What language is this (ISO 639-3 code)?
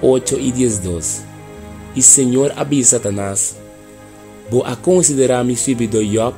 pap